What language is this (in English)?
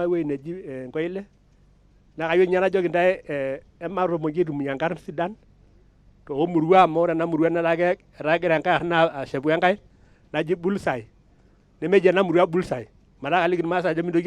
Masai